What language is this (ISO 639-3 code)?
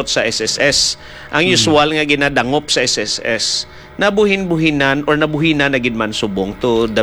hil